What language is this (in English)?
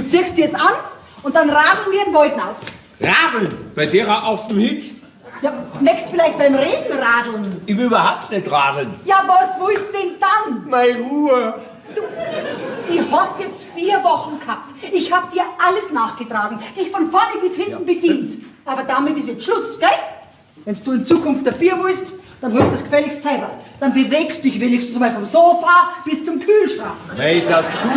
Bavarian